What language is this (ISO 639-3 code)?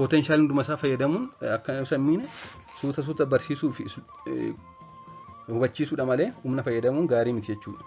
orm